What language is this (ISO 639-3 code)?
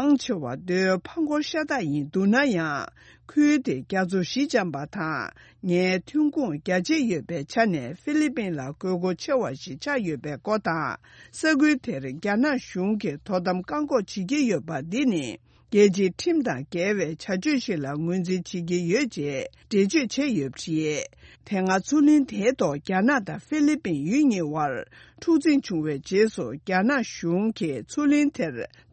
bod